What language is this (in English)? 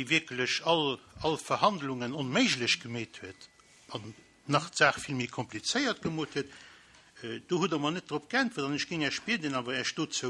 Luxembourgish